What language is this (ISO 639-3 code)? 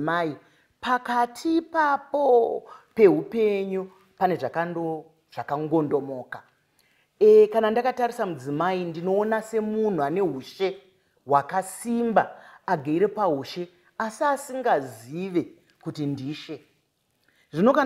sna